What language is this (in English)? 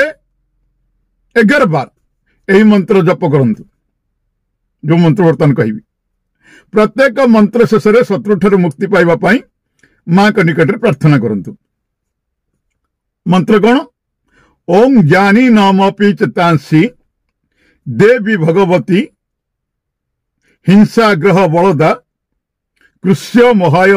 Odia